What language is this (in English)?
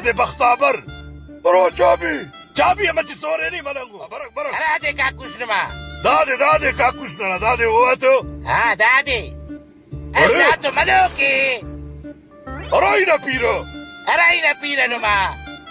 Brahui